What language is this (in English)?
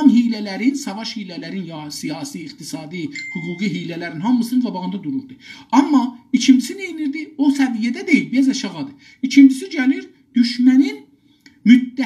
South Azerbaijani